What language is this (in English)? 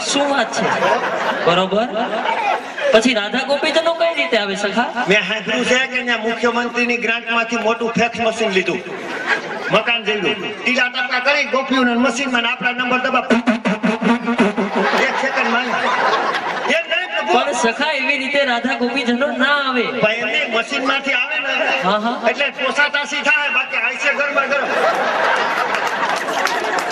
Gujarati